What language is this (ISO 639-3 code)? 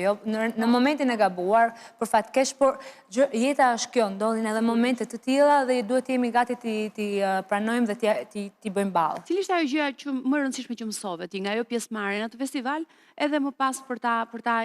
sqi